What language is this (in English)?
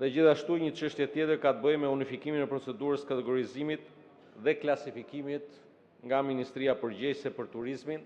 Albanian